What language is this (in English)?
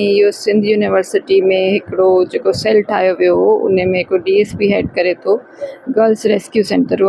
Sindhi